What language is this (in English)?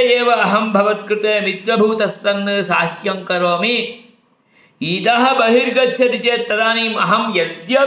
Sanskrit